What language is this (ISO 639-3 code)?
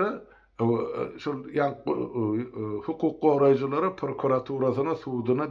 tuk